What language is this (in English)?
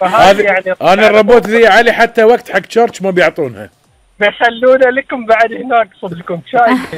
Gulf Arabic